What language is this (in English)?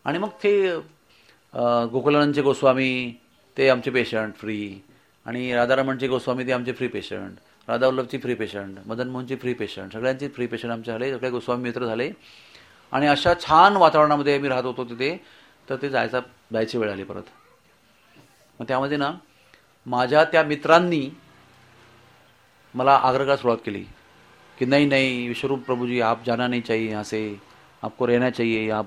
Marathi